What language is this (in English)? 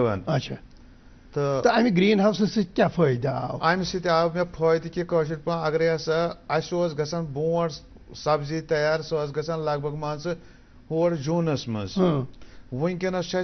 Kashmiri